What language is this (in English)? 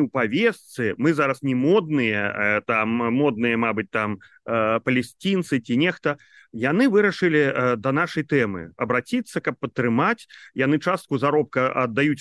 Belarusian